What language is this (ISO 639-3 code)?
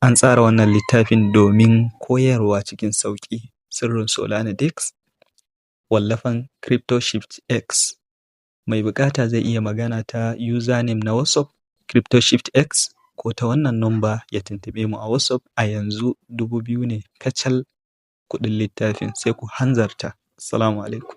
hau